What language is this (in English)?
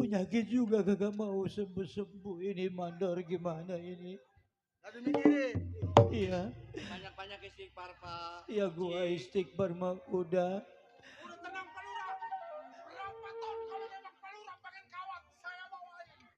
Betawi